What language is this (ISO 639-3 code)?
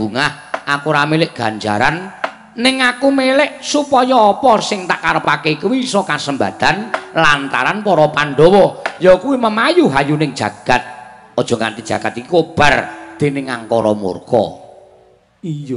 jav